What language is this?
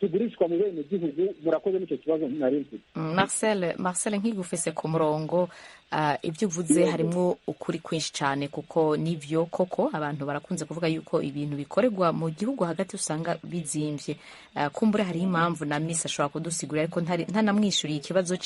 Rundi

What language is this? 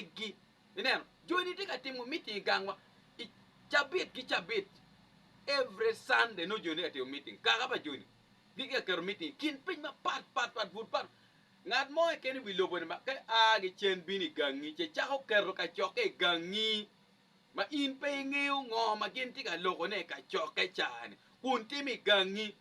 Acoli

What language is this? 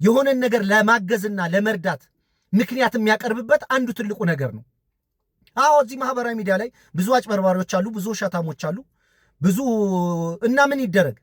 Amharic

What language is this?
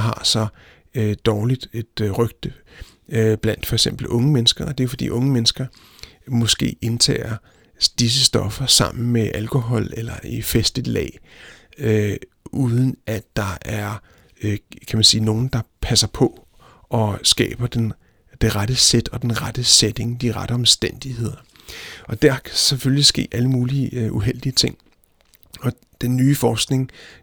Danish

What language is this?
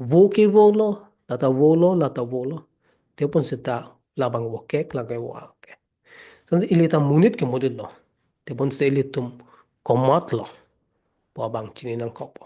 Karbi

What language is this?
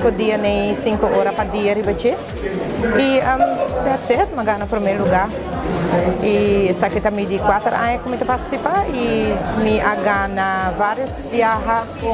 Papiamento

